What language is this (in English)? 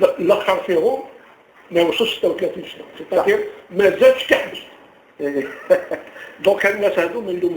Algerian Arabic